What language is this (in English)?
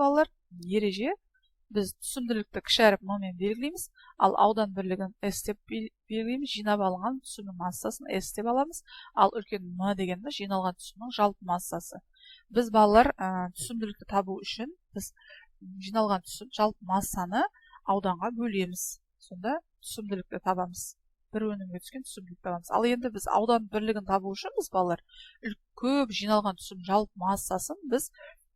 Kazakh